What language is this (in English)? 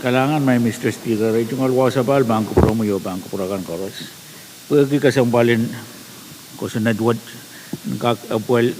Pohnpeian